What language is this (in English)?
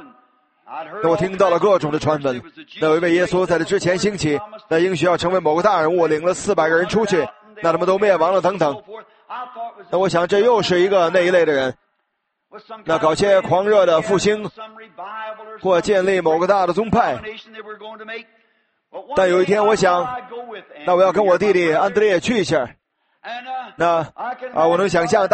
Chinese